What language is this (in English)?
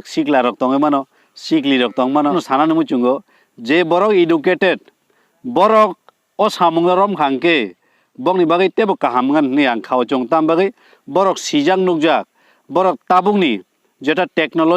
Kok Borok